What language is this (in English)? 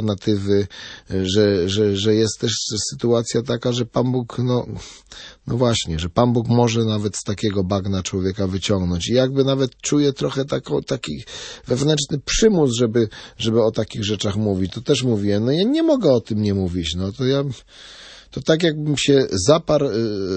Polish